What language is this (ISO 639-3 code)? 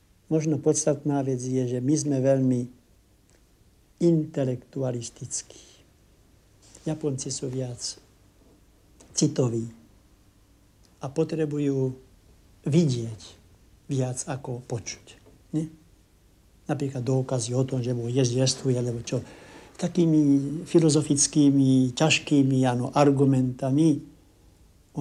slk